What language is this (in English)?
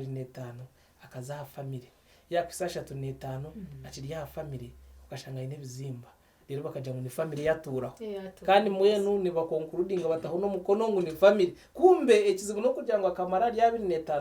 Nyankole